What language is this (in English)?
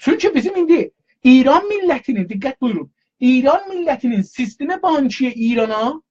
South Azerbaijani